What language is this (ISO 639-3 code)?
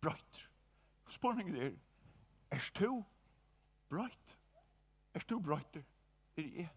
fao